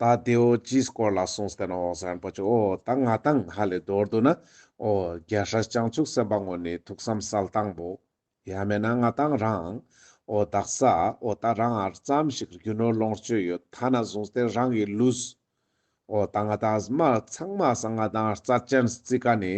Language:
Ladakhi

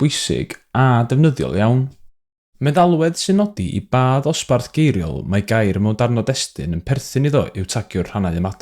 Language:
Welsh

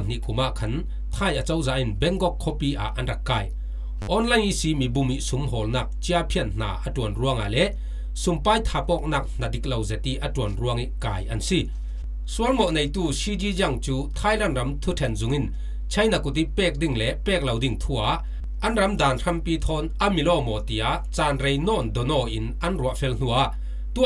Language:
Falam Chin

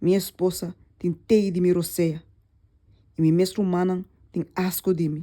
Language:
Papiamento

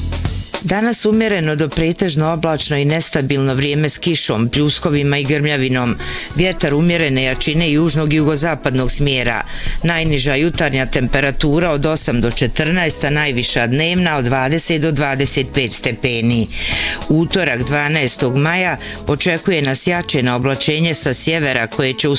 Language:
Bosnian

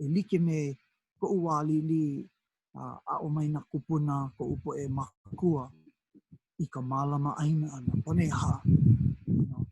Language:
Hawaiian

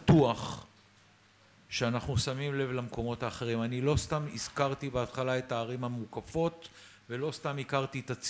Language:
Hebrew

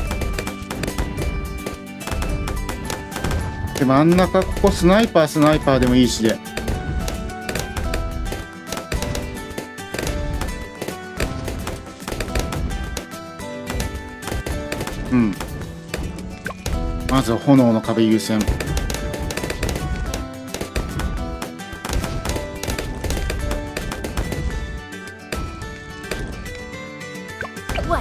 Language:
Japanese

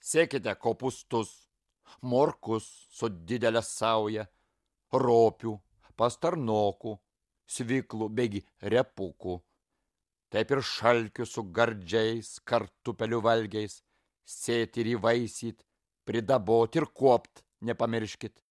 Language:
Lithuanian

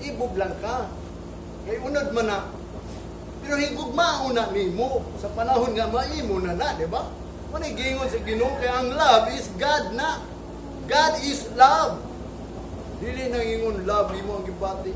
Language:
Cebuano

